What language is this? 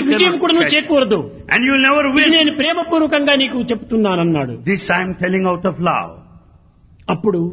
Telugu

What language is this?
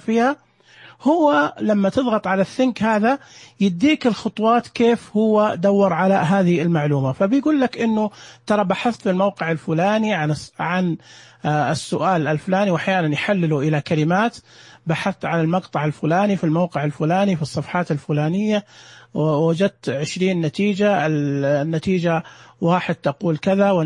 Najdi Arabic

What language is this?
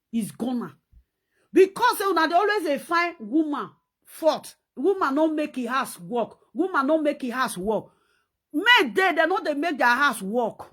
Nigerian Pidgin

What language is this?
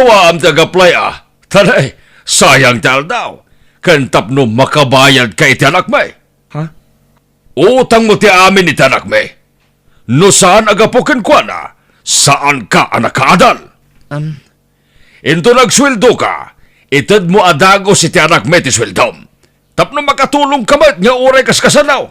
Iloko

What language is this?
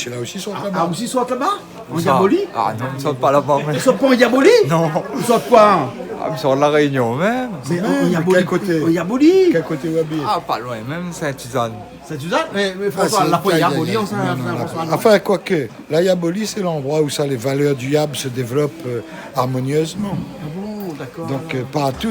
Réunion Creole French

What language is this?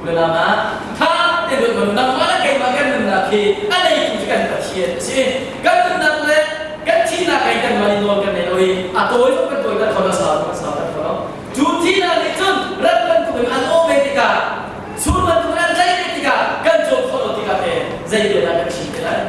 Hakha Chin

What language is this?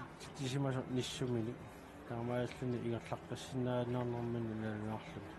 Kalaallisut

